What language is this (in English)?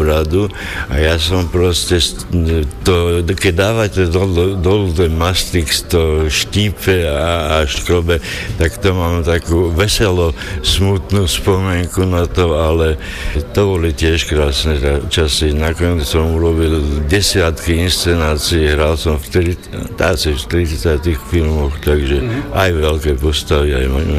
Slovak